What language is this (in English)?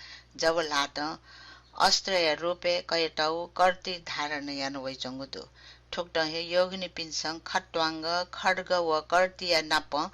Newari